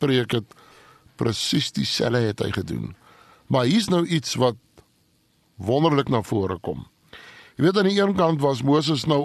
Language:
Afrikaans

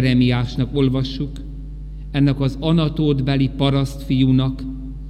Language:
Hungarian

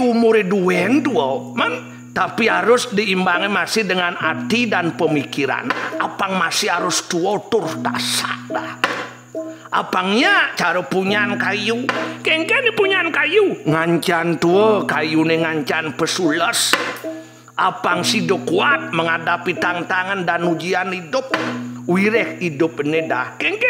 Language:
Balinese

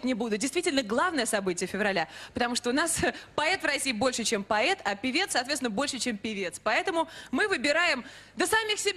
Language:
Russian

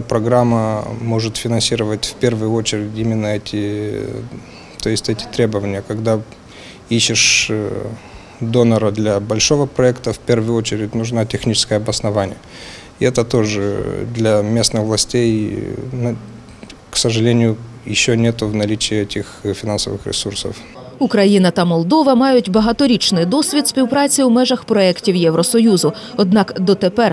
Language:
Ukrainian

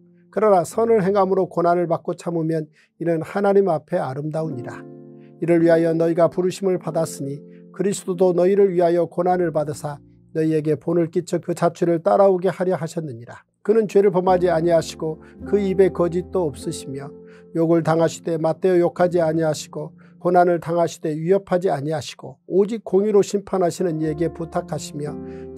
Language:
Korean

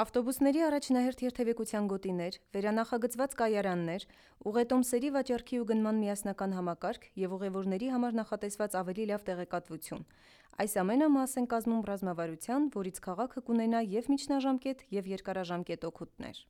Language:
Armenian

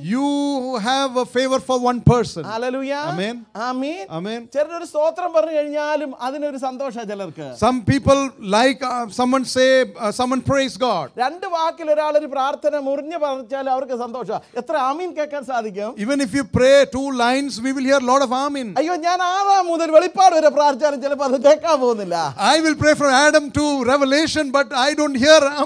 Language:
Malayalam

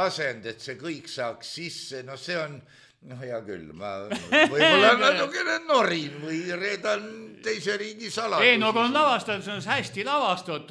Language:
Estonian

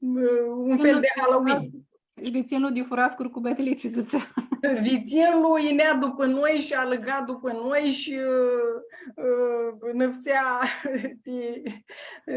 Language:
Aromanian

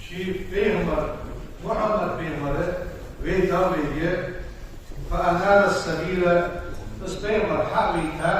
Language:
Ingush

